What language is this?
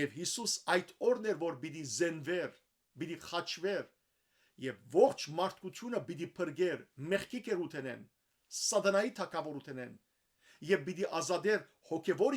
Western Armenian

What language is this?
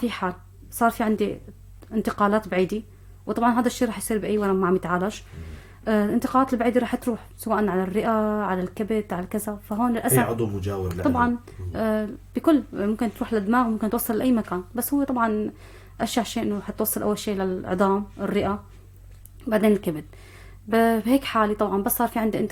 North Levantine Arabic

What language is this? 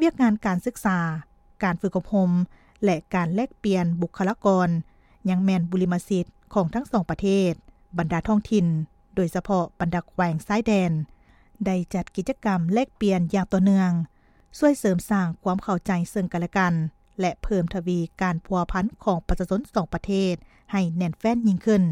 Lao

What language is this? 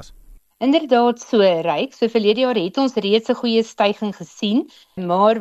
Afrikaans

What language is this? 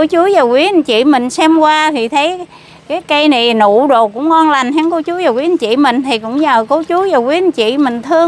Vietnamese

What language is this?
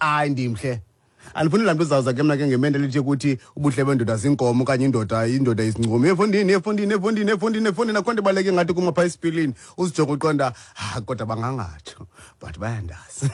Xhosa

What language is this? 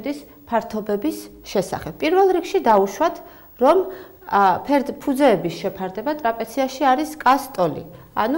Georgian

